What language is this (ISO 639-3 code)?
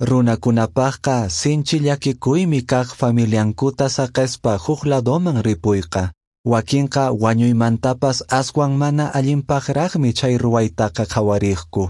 que